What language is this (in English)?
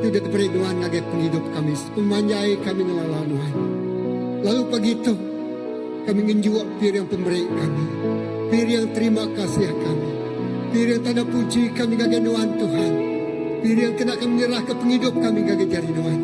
Iban